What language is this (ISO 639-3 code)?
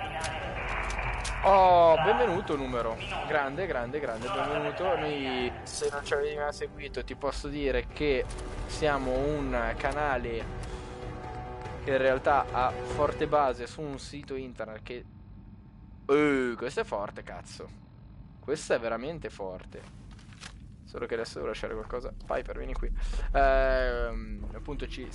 ita